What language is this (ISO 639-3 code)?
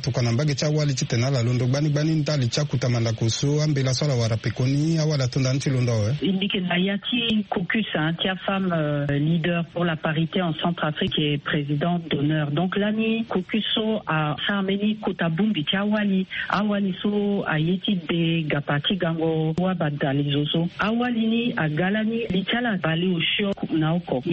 sag